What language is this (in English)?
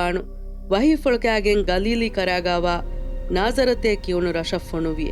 Divehi